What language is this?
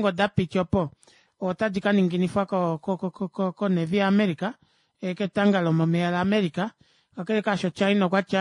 Kuanyama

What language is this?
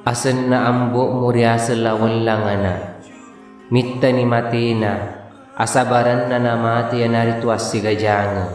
Buginese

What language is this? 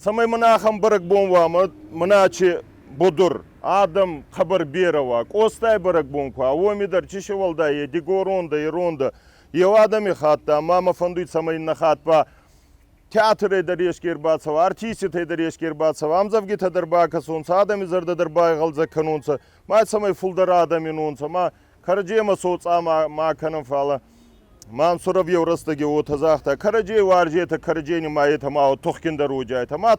Ossetic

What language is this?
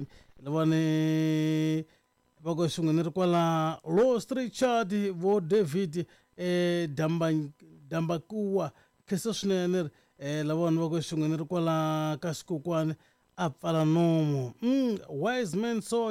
Tsonga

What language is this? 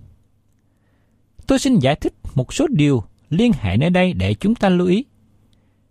Vietnamese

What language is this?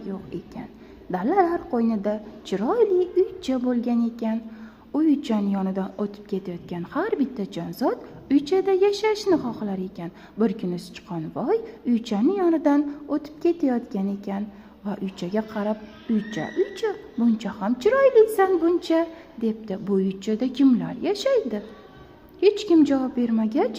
Uzbek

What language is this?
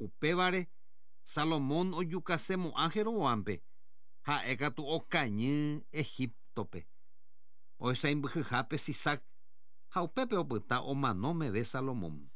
Guarani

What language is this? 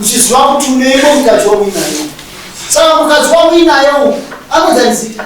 Shona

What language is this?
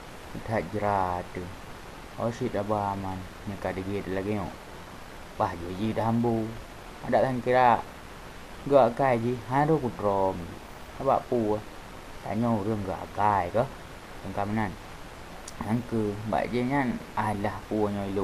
Achinese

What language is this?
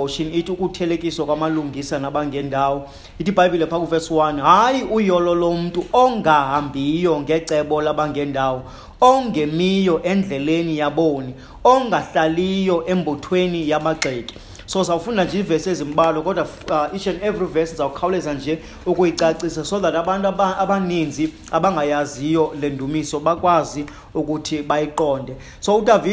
Xhosa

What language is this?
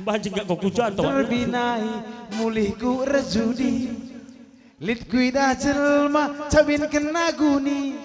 Batak Karo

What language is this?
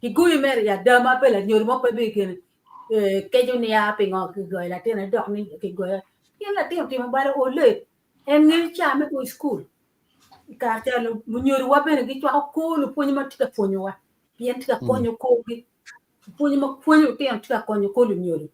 Acoli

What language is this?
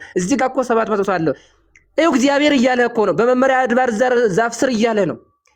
Amharic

